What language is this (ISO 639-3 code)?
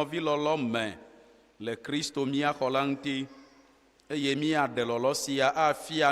ewe